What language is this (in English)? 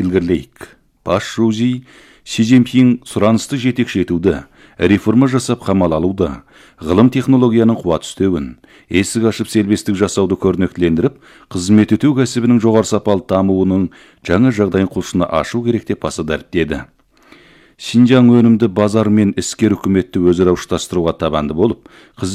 Kazakh